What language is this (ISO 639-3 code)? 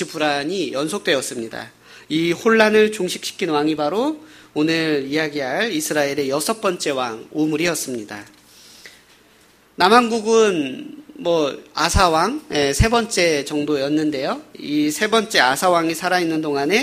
kor